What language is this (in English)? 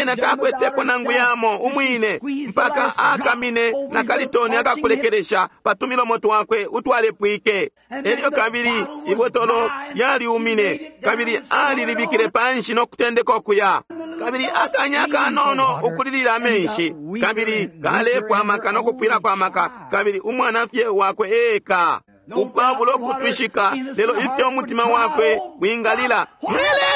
Bemba